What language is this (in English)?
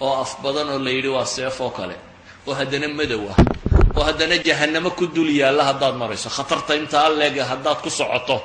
Somali